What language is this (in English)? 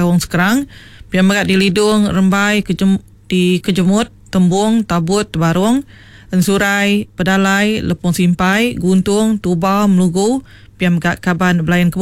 Iban